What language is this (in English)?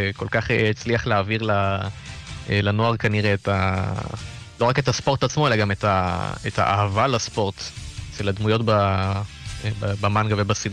Hebrew